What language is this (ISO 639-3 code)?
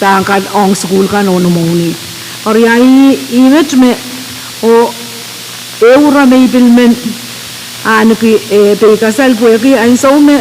pon